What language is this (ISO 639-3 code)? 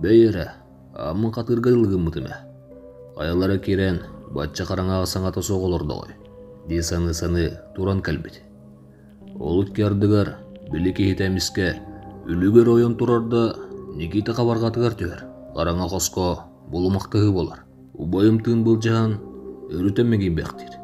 sah